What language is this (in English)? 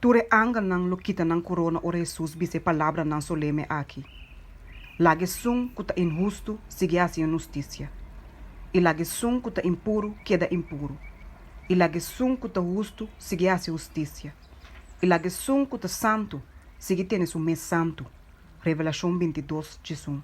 Papiamento